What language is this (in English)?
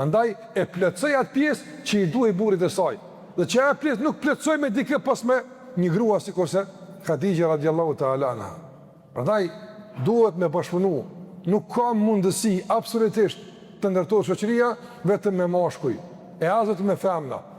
Albanian